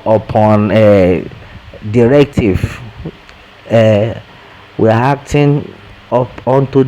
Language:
Yoruba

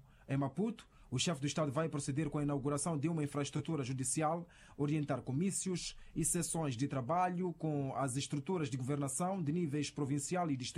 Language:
Portuguese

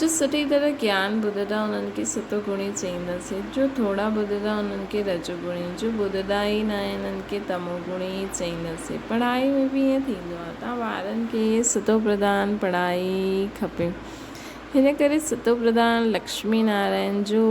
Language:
Sindhi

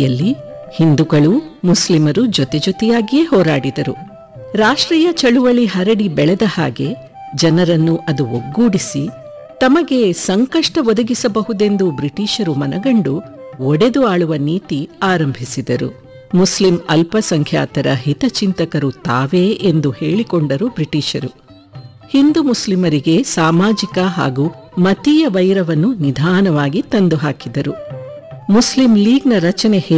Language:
Kannada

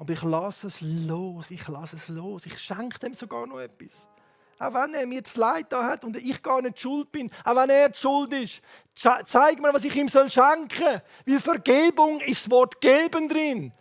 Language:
Swiss German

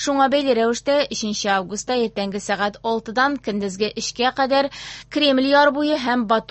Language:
Tatar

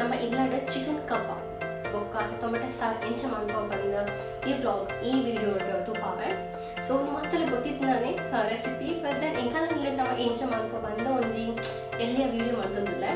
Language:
Tulu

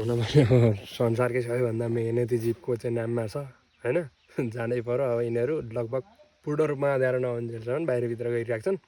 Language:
Nepali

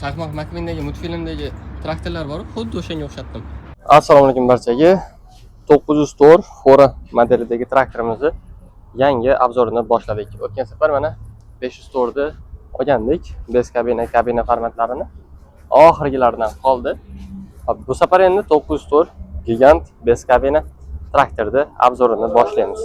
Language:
Uzbek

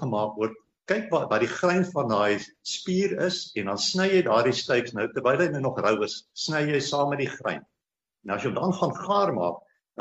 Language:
Afrikaans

